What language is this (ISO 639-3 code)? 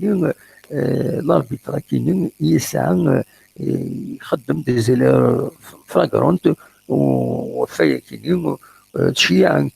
kab